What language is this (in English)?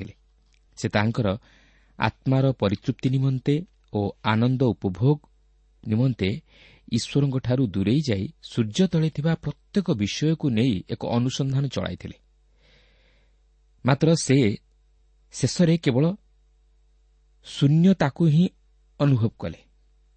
Odia